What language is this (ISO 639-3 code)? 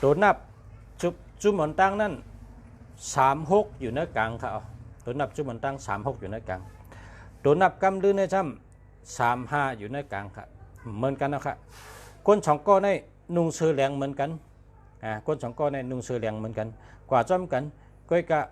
shn